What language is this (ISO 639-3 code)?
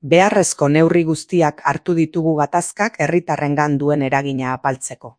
eus